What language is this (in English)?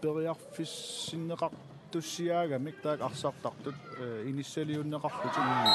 Kalaallisut